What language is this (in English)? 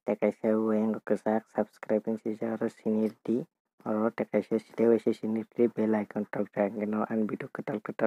Kok Borok